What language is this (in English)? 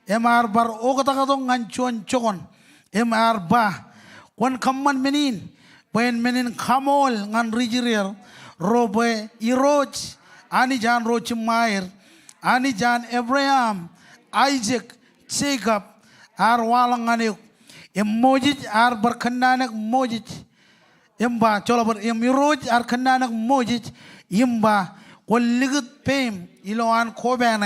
Marshallese